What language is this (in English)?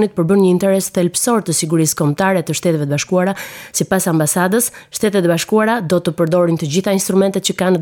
Albanian